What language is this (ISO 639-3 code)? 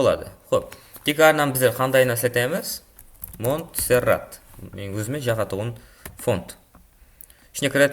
kaa